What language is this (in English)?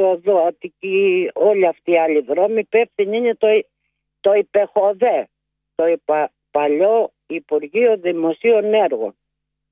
Greek